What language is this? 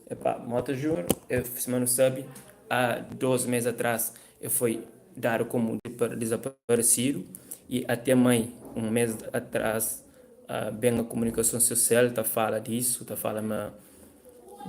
Kabuverdianu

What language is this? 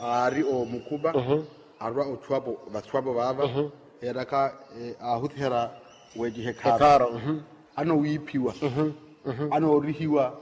Makhuwa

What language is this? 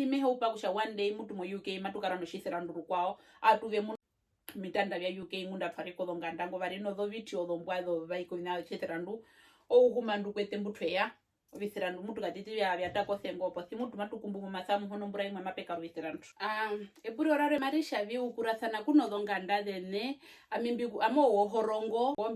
Herero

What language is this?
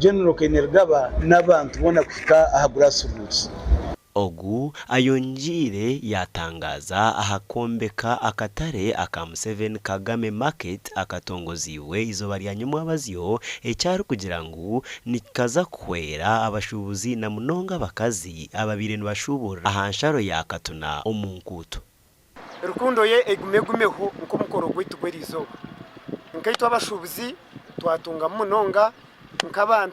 Nyankole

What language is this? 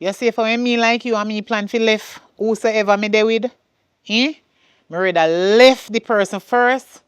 Jamaican Creole English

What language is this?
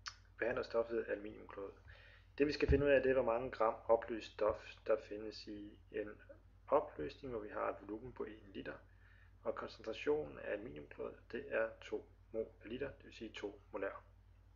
Danish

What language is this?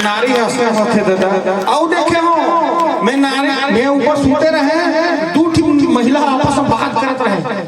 Chhattisgarhi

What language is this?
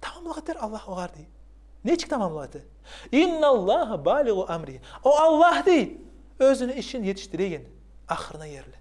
Kumyk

